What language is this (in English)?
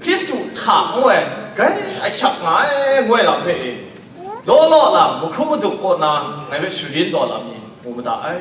Kachin